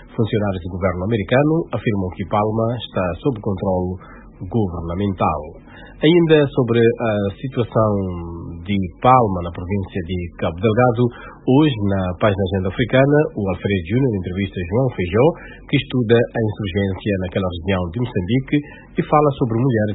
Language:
Portuguese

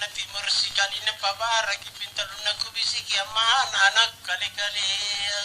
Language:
Makasar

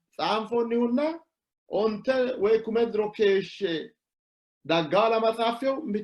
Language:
Sidamo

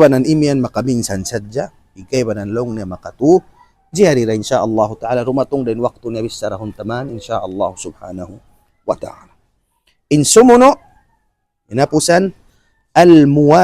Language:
Tausug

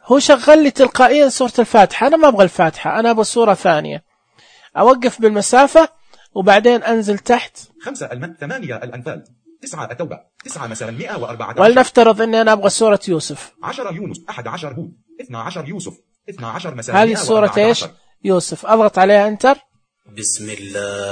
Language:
Najdi Arabic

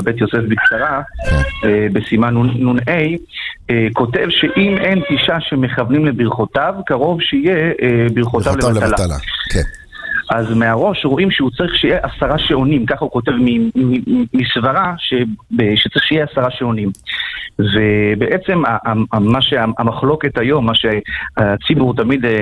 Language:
Hebrew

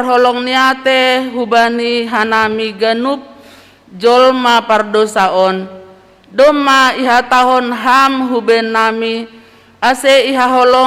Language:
Batak Simalungun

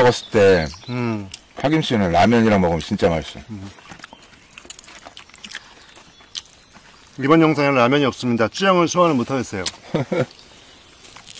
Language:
Korean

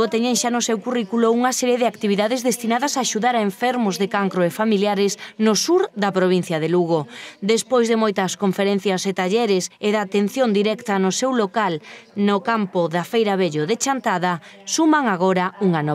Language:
Galician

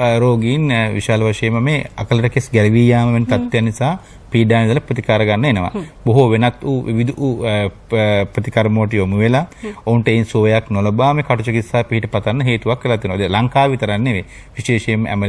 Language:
Sinhala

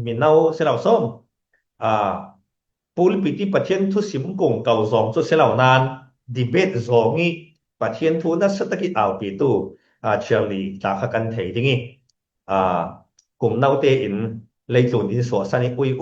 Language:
Falam Chin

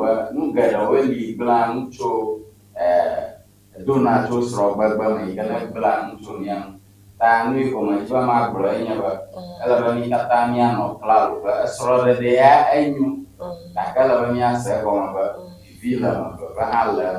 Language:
Ewe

